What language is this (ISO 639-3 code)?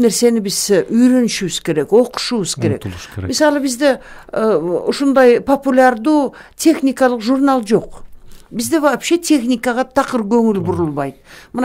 kir